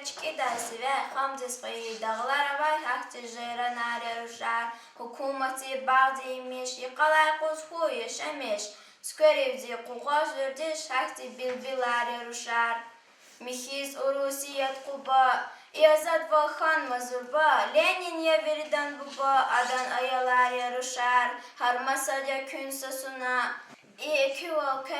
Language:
Lezghian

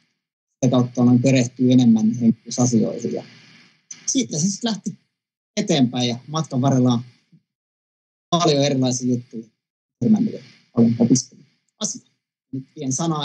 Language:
Finnish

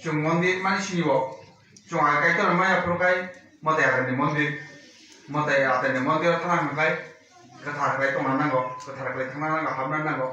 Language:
Kok Borok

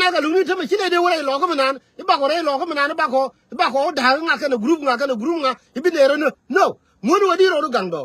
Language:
Nuer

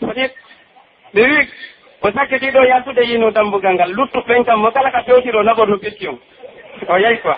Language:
Pular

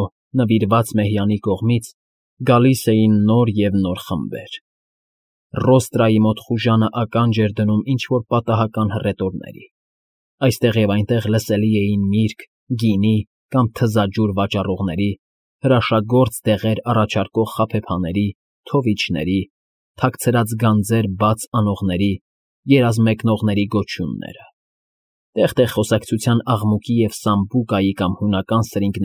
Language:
Armenian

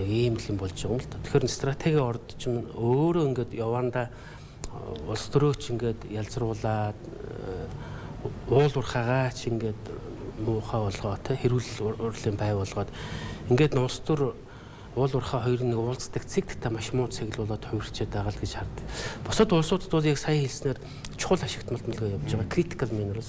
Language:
Mongolian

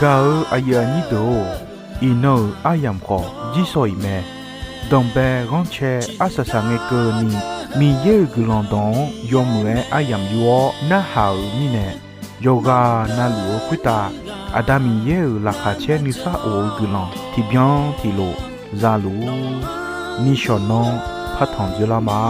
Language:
Akha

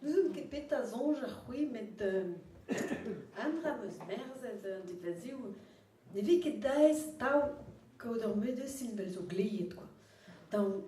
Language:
Breton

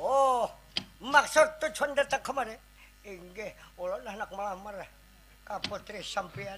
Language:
Banjar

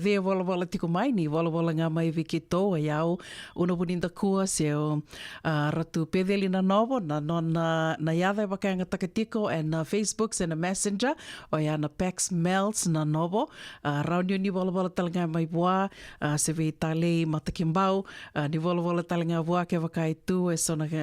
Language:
Fijian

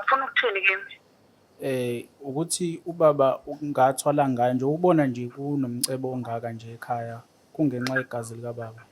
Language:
Zulu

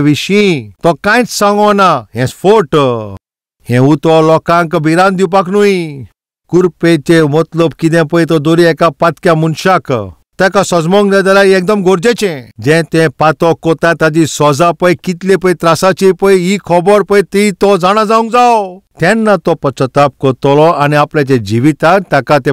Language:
Konkani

